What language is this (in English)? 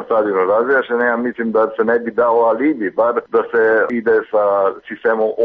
Croatian